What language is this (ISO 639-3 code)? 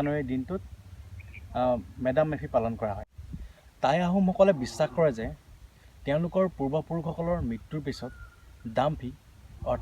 asm